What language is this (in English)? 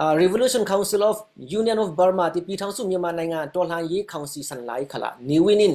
Falam Chin